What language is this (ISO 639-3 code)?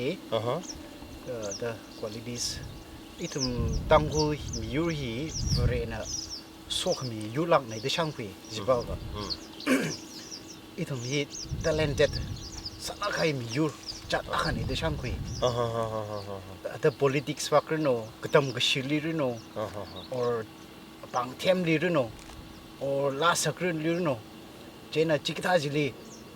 nmf